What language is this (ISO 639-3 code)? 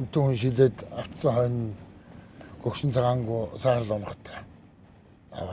mon